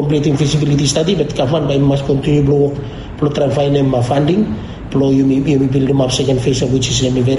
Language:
Bislama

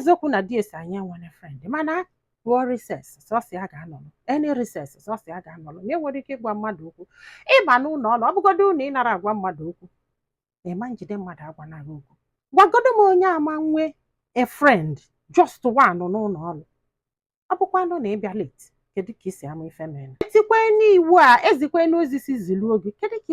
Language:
Igbo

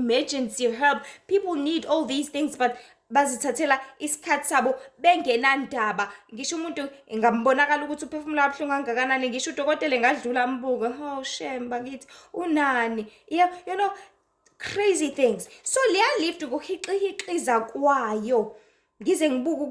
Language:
Zulu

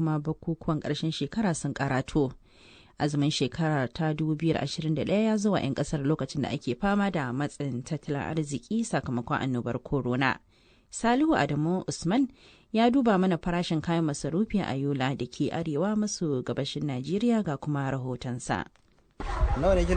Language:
Hausa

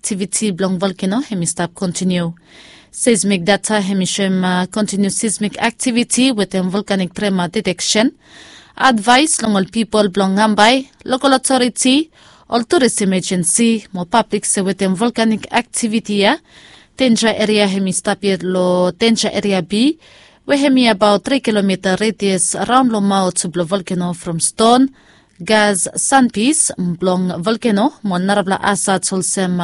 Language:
Bislama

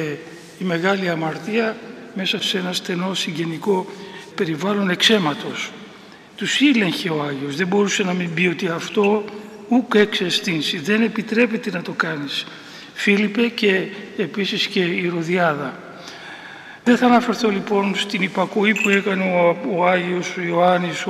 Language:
Greek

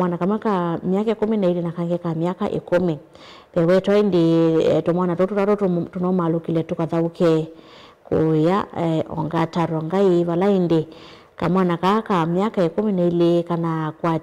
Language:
Kamba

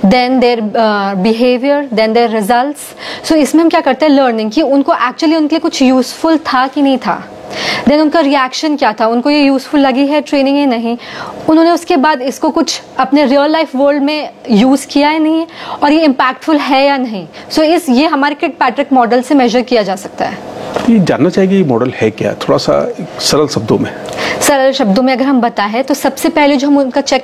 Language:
Hindi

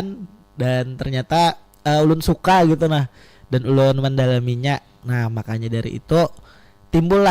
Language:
Banjar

